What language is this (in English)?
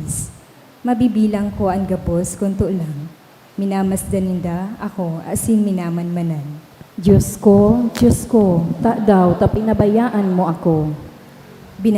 Bikol